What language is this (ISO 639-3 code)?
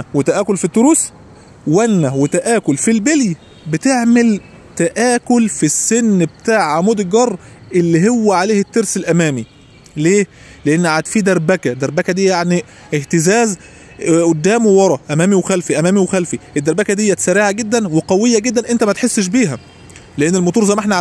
arz